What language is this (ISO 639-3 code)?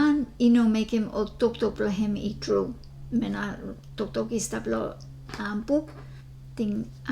bis